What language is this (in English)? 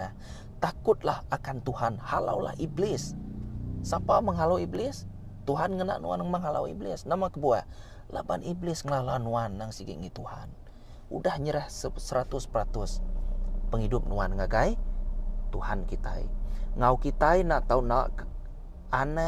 Iban